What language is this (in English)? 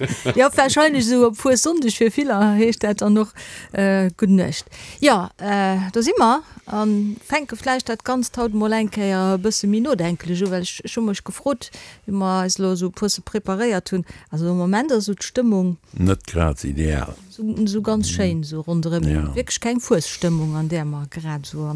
Luxembourgish